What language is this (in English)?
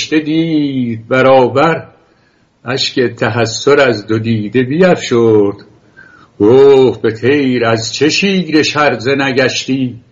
Persian